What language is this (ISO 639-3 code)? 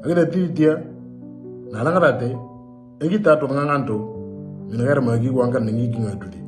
mor